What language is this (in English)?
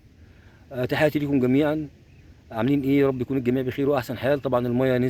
Egyptian Arabic